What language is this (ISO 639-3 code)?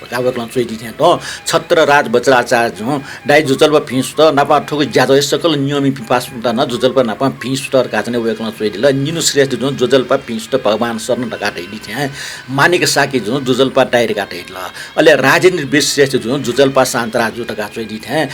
new